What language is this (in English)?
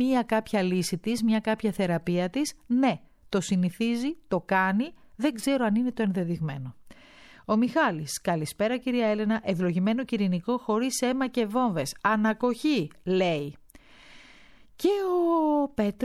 Greek